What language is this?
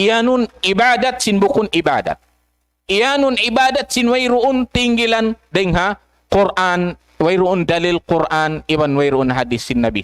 Tausug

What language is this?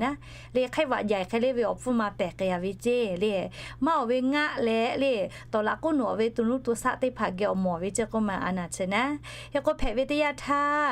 Lahu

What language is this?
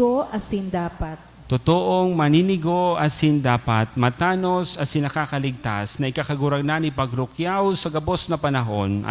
Bikol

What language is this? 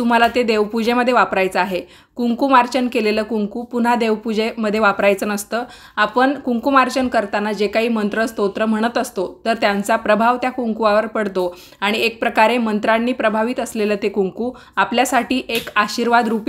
Marathi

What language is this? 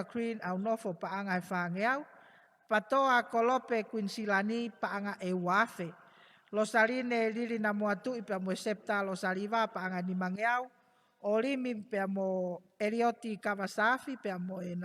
Tongan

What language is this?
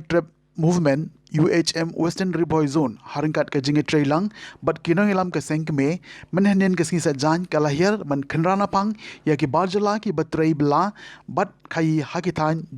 Khasi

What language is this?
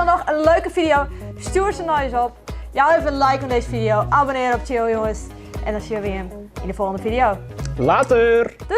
Western Frisian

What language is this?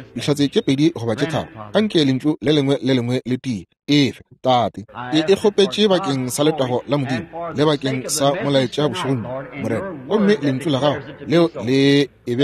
Northern Sotho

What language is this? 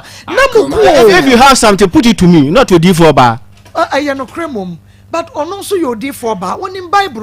Akan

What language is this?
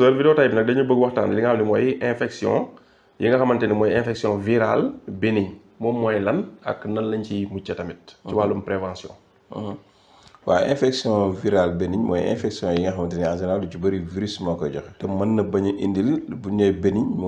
Wolof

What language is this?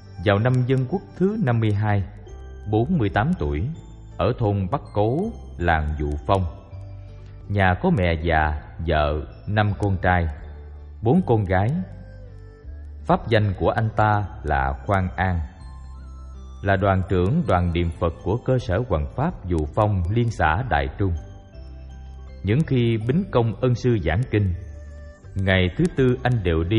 Vietnamese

